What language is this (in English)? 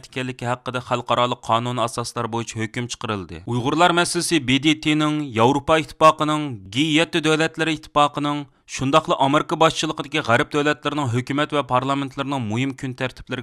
Uyghur